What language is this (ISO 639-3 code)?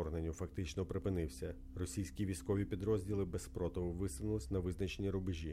ukr